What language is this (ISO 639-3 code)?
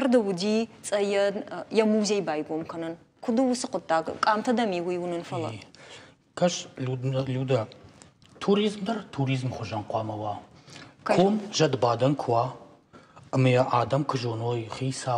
oss